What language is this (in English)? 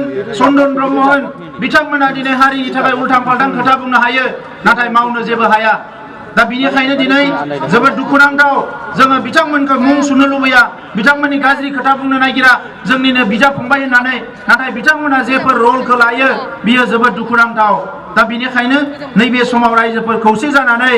Bodo